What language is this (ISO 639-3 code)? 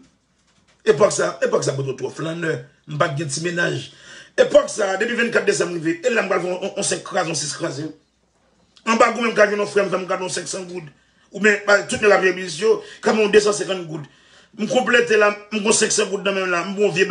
hat